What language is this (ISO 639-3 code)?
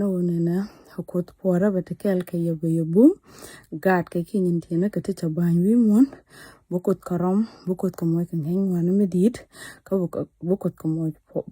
nus